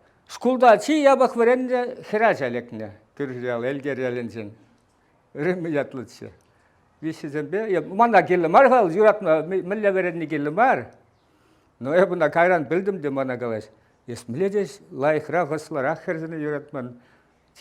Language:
Chuvash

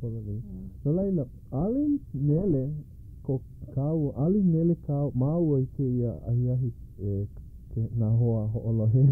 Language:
Hawaiian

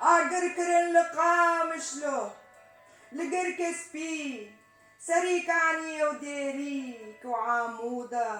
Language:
Kurdish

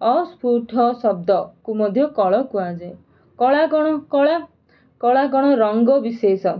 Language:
Odia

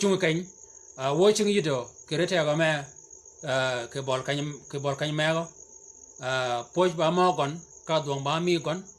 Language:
Shilluk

